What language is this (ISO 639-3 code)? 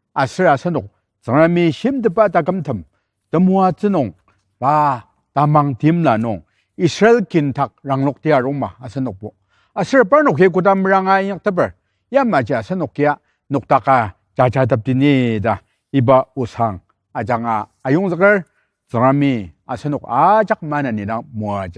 njo